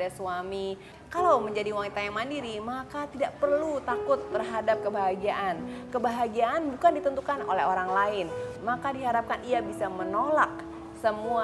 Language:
Indonesian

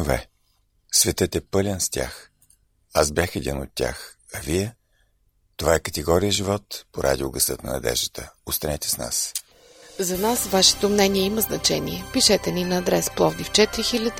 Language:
Bulgarian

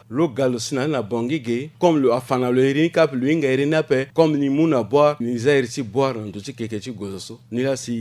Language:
Sango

